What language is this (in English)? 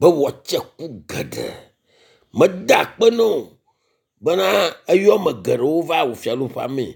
Ewe